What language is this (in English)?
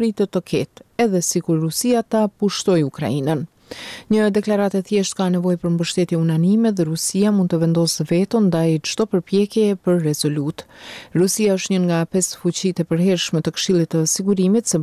Albanian